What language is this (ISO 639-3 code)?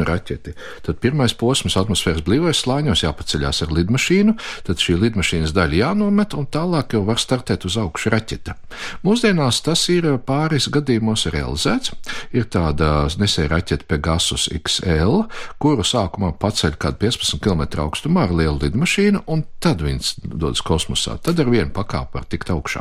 lav